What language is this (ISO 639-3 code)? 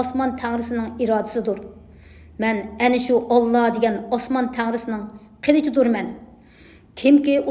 uig